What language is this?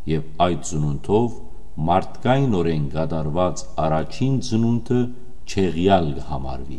Western Armenian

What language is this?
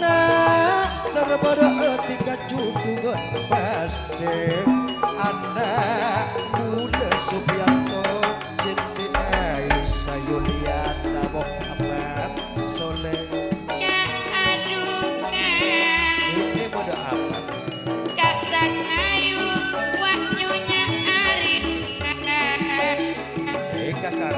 Madurese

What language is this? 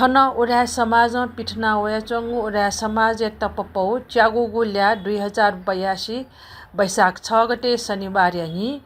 Newari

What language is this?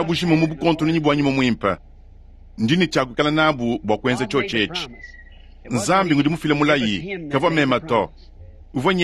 Luba-Lulua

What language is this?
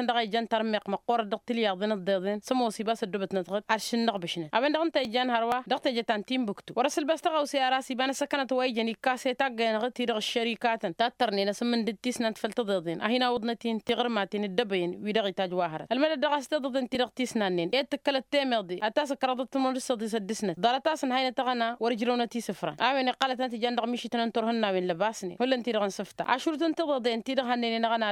Tamasheq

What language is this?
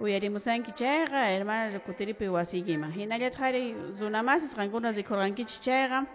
Quechua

